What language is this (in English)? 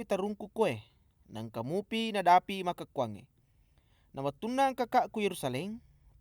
Buginese